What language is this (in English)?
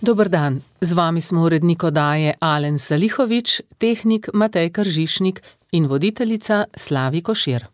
Slovenian